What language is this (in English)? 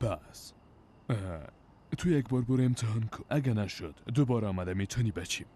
Persian